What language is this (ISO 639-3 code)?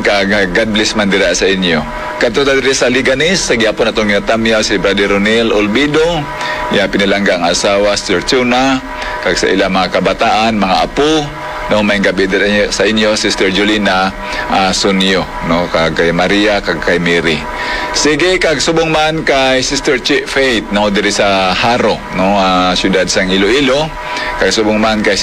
hil